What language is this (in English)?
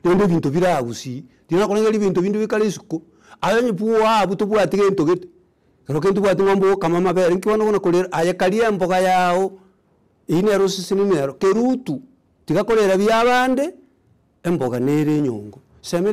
Gusii